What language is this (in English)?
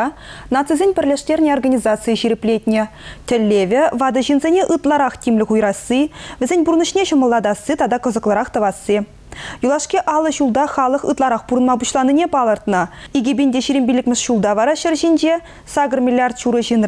Chuvash